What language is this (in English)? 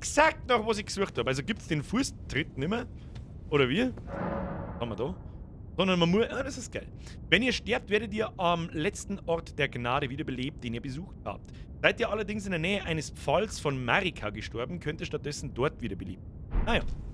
Bavarian